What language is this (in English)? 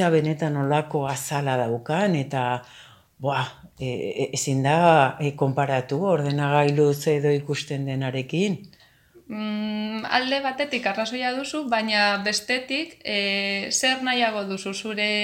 Basque